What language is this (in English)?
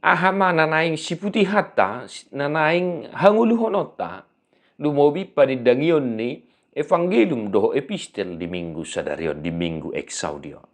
Batak Toba